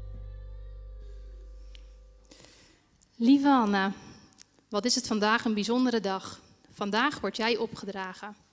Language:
Dutch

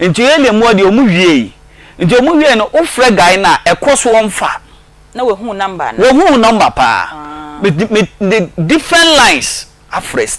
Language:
Akan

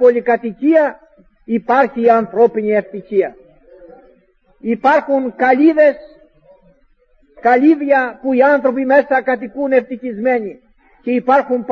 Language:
Greek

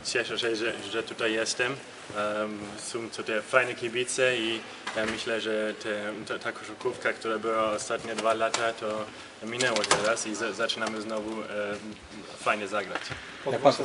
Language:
Polish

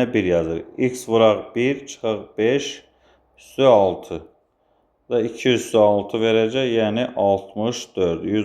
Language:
Azerbaijani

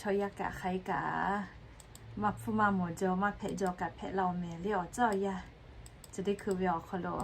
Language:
Lahu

